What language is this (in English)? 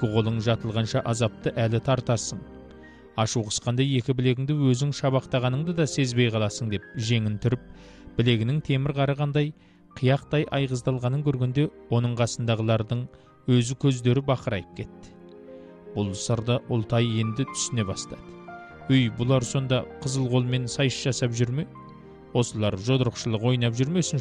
Kazakh